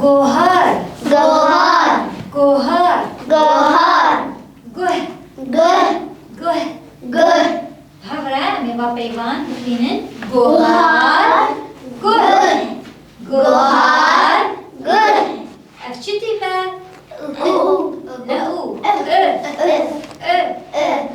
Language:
Kurdish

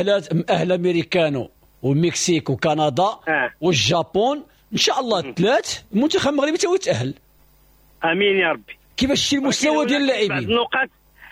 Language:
Moroccan Arabic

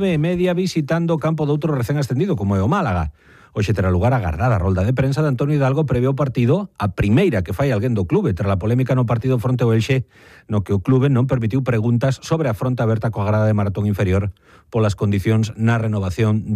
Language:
Galician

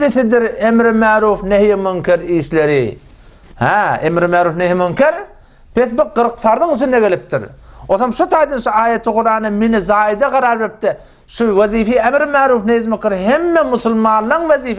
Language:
Turkmen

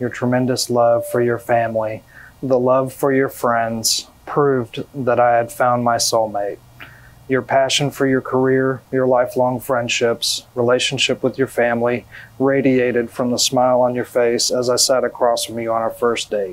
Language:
English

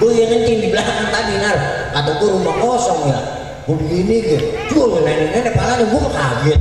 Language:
Betawi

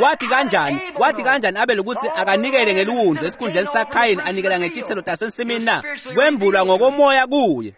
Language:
Swati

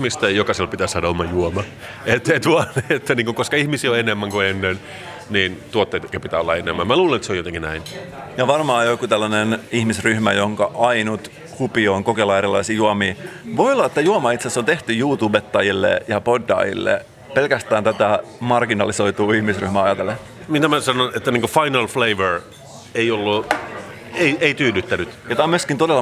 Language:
Finnish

